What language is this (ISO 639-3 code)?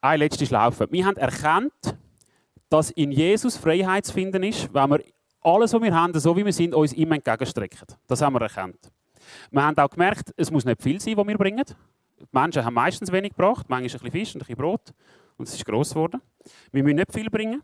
gsw